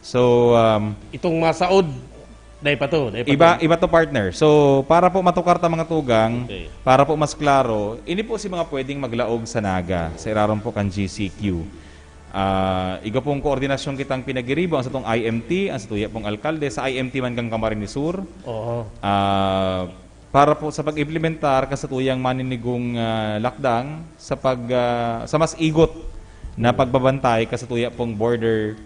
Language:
Bikol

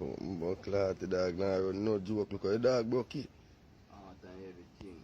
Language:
Jamaican Creole English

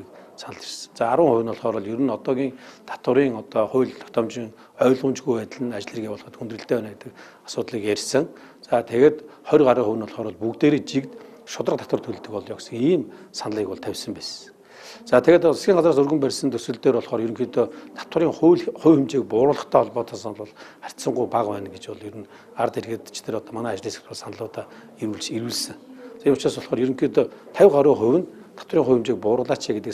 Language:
Mongolian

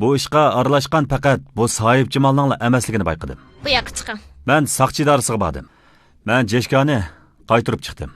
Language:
Uyghur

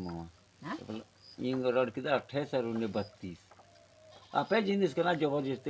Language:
Santali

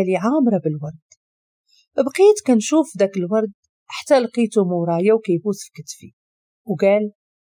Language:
Moroccan Arabic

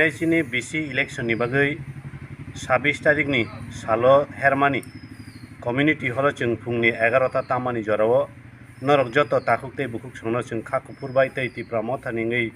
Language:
Kok Borok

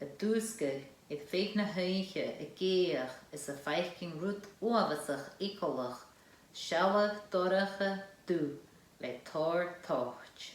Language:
Scottish Gaelic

